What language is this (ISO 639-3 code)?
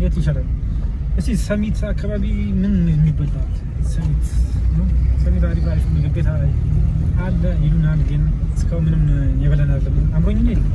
amh